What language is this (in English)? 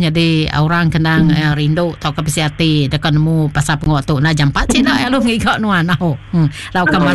Iban